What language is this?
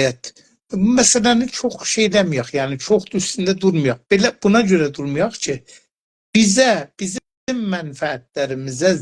South Azerbaijani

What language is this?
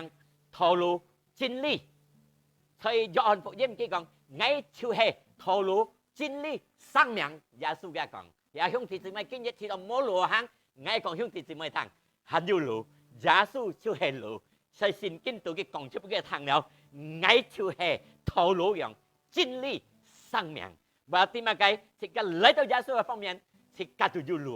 Hakka Chinese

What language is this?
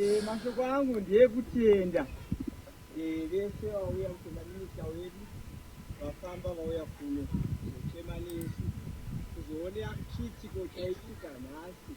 Shona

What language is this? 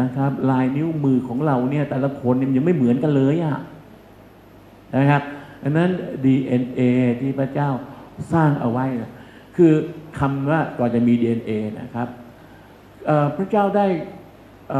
Thai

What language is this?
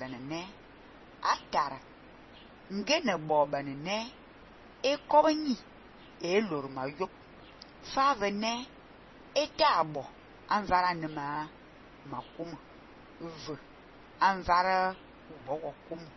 Fang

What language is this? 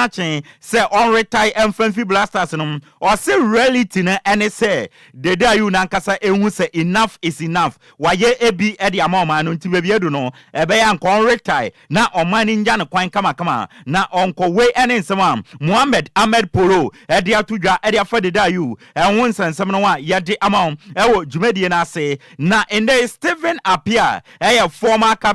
Akan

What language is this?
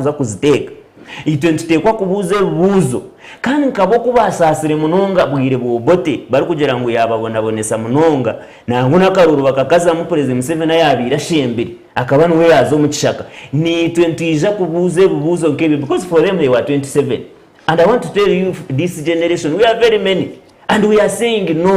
Nyankole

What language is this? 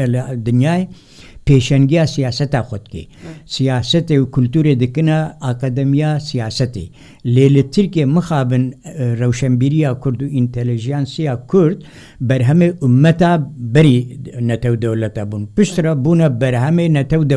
Kurdish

